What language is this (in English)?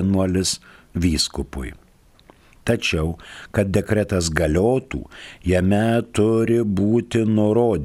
Lithuanian